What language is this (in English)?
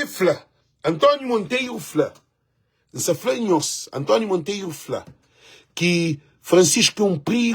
Kabuverdianu